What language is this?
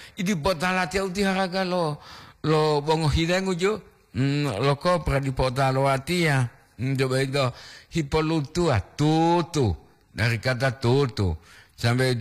Gorontalo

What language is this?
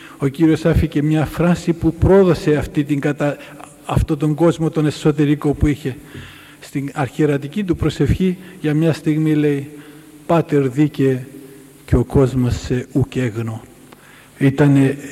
Greek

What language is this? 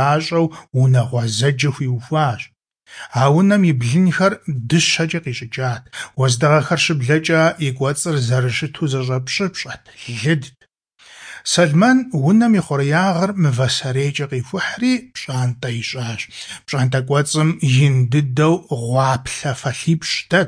Kabardian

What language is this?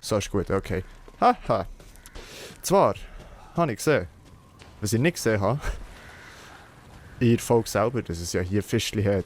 Swiss German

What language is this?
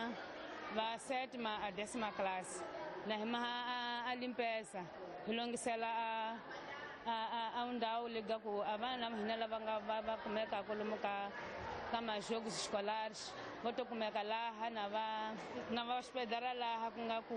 Tsonga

